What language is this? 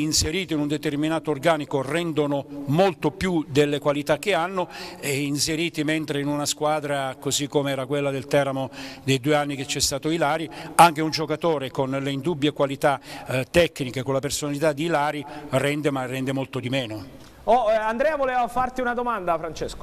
Italian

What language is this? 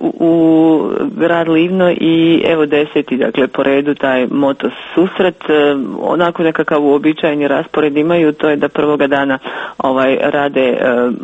Croatian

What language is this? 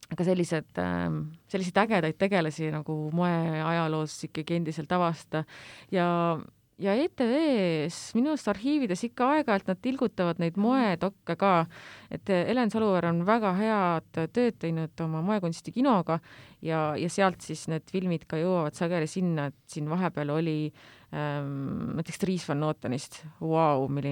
Estonian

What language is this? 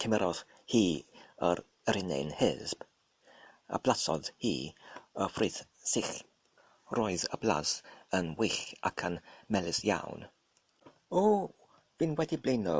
Welsh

